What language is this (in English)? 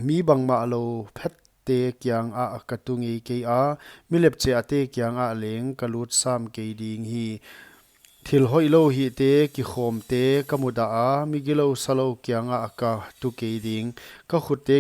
Paite Chin